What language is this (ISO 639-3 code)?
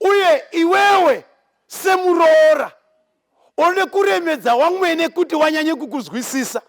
sna